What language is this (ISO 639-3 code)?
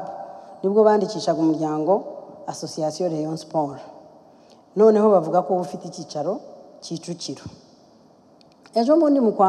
kin